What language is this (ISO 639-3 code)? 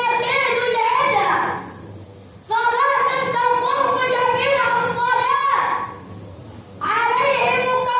ara